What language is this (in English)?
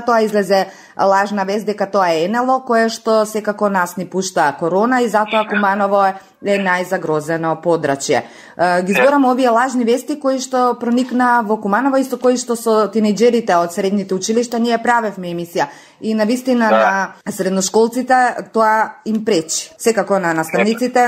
Macedonian